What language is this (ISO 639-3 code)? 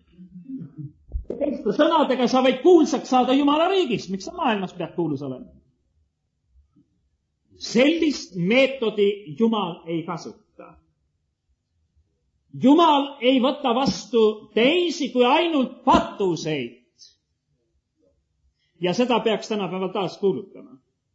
est